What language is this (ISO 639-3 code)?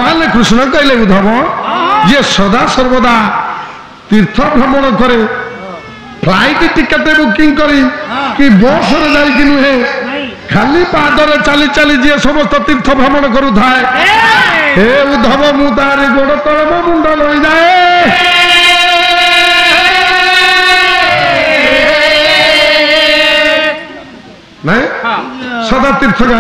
ori